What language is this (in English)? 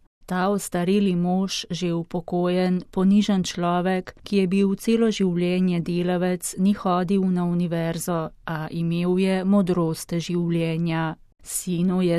Slovenian